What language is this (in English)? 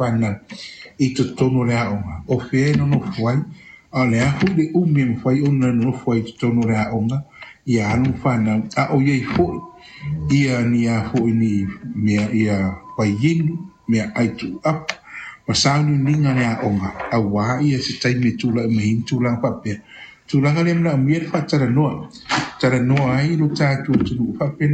Samoan